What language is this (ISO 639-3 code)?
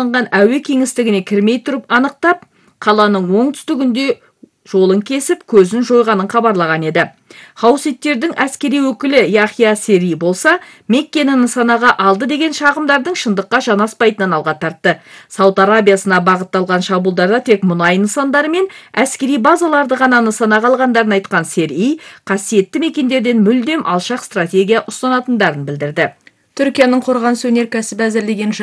kaz